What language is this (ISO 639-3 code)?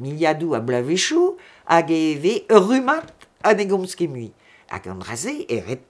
bre